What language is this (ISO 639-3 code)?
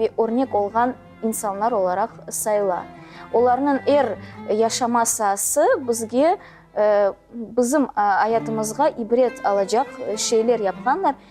crh